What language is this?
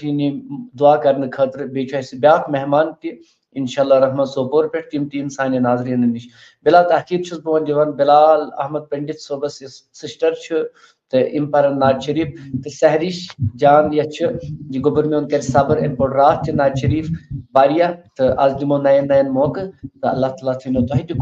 Kashmiri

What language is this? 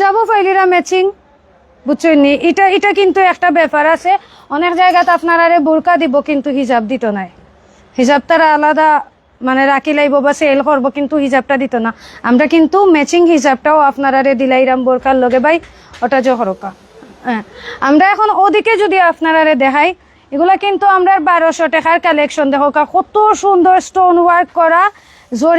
Sylheti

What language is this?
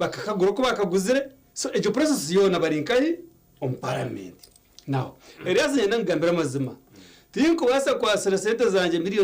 Nyankole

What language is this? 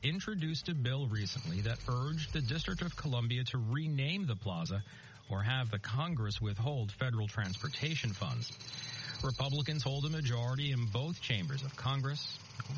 English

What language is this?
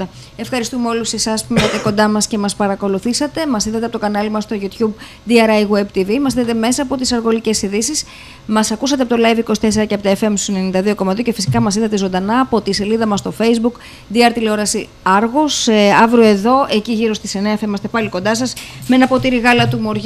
Greek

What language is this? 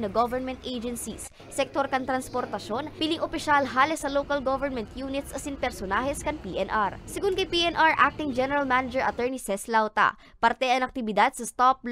Bikol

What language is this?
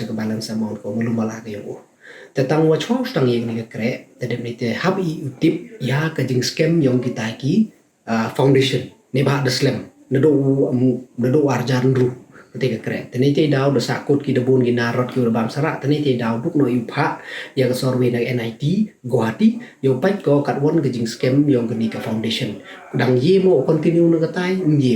Pnar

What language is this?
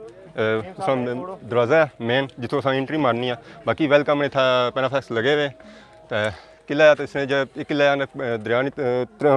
Pahari-Potwari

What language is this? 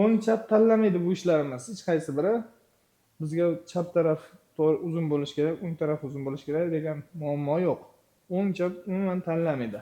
Uzbek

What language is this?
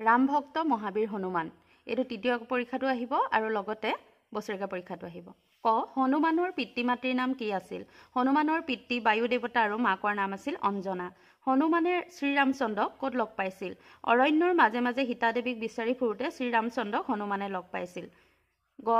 Assamese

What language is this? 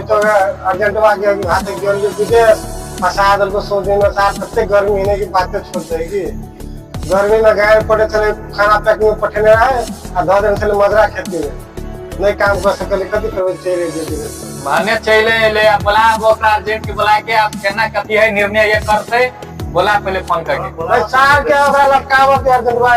Maithili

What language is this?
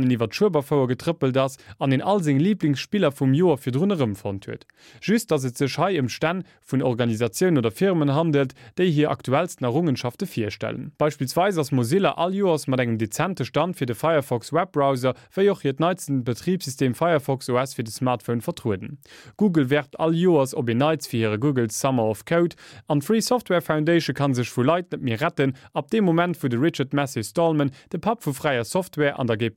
Luxembourgish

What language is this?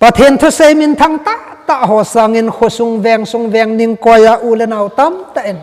Thado Chin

